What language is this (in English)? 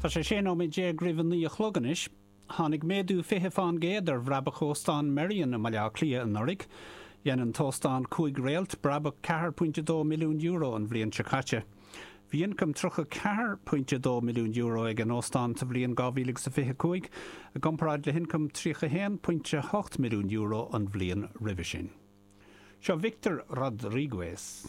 Irish